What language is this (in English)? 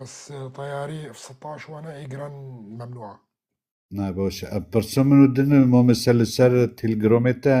Kurdish